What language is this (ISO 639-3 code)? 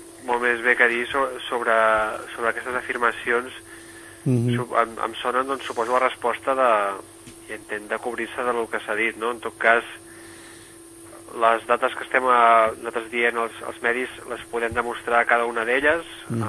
cat